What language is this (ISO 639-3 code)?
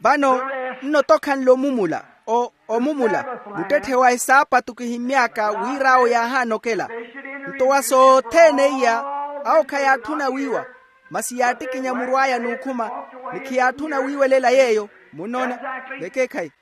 vmw